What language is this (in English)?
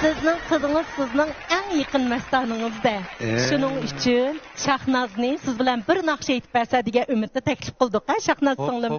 Uyghur